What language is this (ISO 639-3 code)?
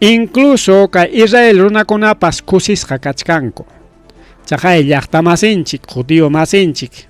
quy